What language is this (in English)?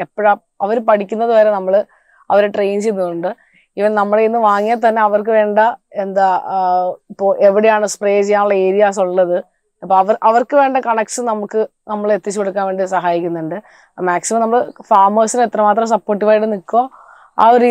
Malayalam